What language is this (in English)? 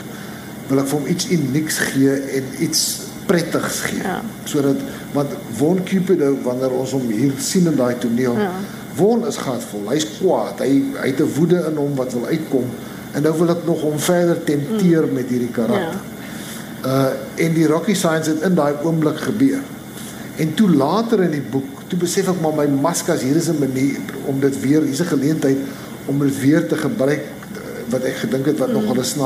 Afrikaans